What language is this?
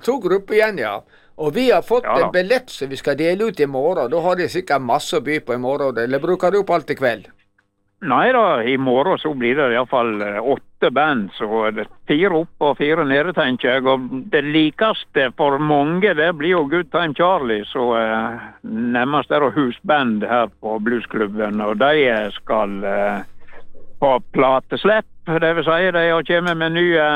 Norwegian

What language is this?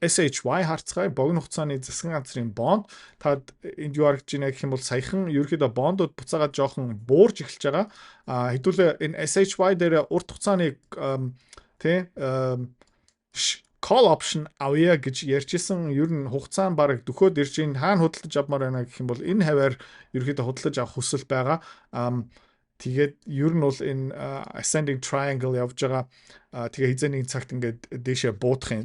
Mongolian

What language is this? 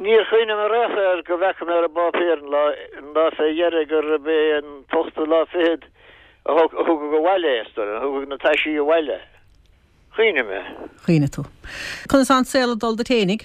Irish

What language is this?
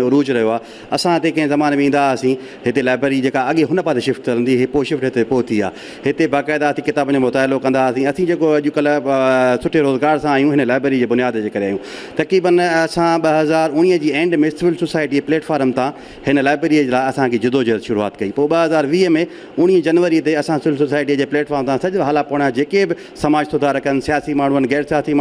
Sindhi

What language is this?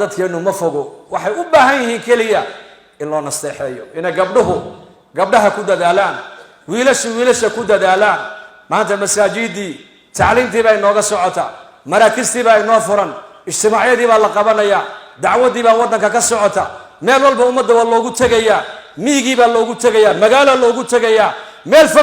Somali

